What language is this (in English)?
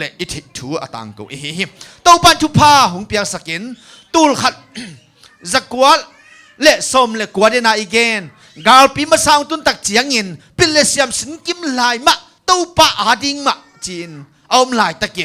Tedim Chin